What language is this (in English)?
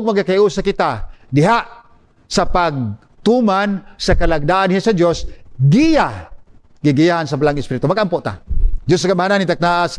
Cebuano